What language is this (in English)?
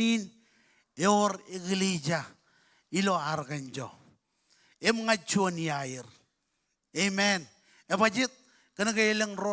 Marshallese